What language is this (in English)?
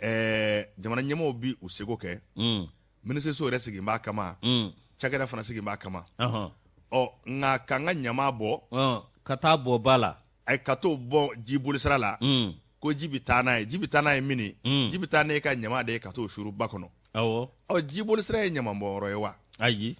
Bambara